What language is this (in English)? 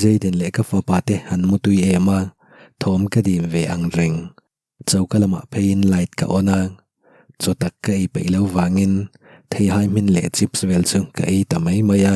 Mizo